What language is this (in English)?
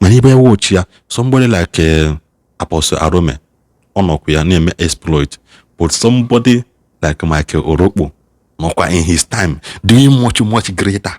Igbo